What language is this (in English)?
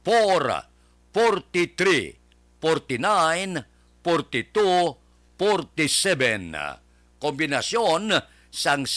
Hiligaynon